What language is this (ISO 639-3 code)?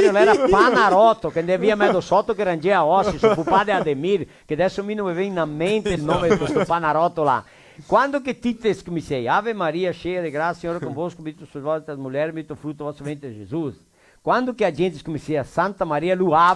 vec